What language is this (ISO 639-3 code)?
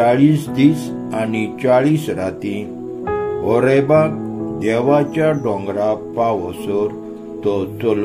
kok